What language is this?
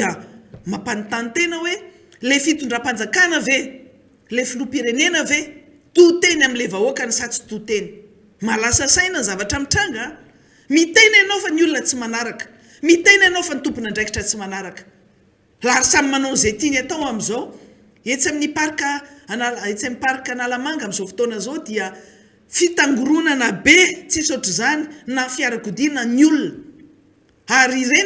Malagasy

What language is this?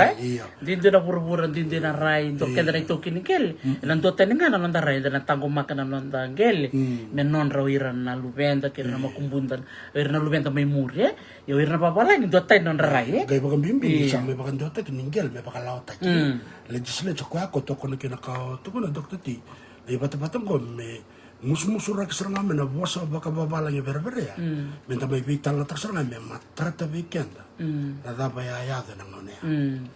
Fijian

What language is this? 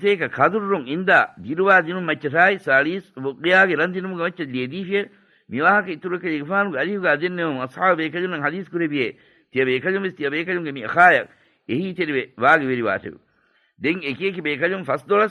Divehi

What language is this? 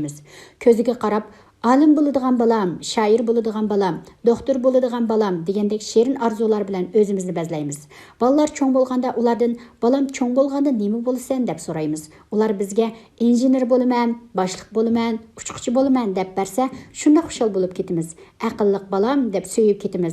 Uyghur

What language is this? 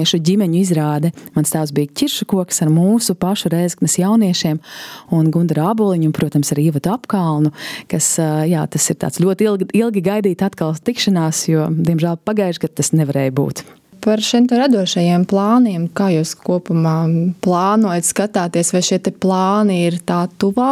Latvian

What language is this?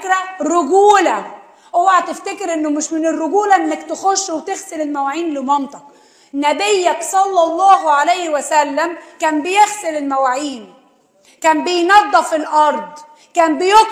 Egyptian Arabic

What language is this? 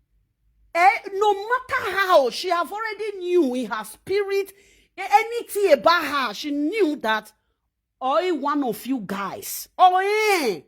Nigerian Pidgin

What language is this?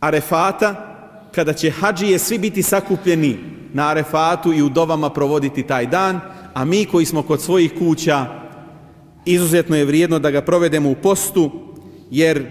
Bosnian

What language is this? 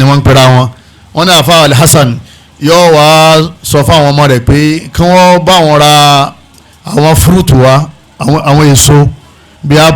Yoruba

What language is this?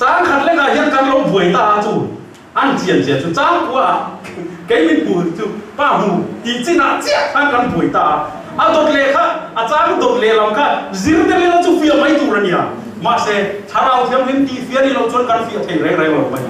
Mizo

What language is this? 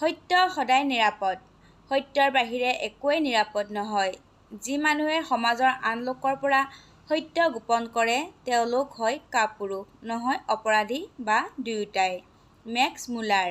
Assamese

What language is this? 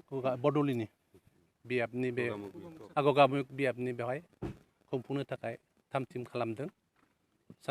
Bodo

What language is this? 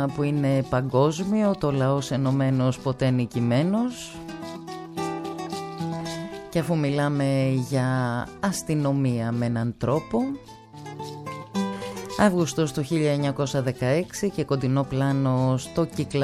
Greek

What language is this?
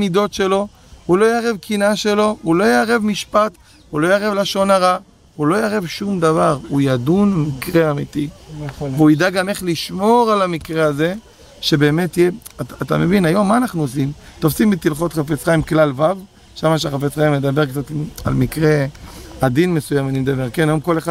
Hebrew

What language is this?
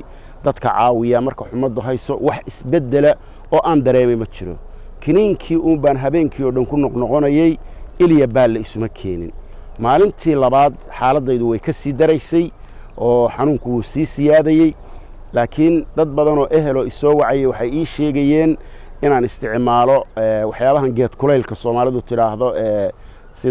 Somali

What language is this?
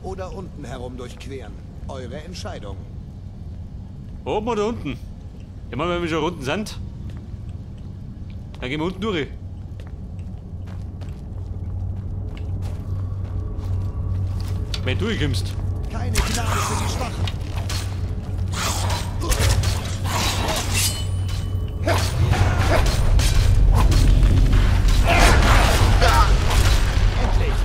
German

